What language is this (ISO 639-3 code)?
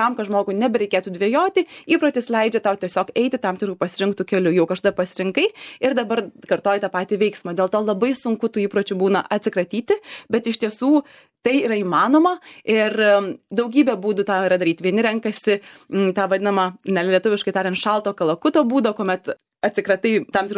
lit